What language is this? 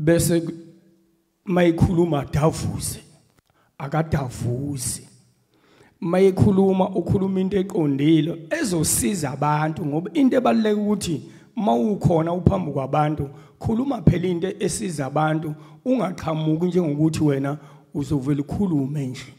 Zulu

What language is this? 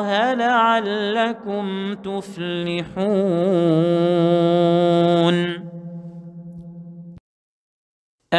Arabic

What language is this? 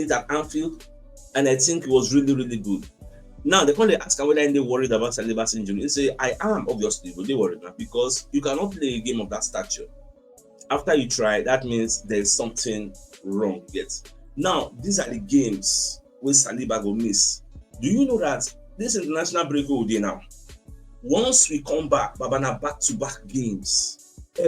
Nigerian Pidgin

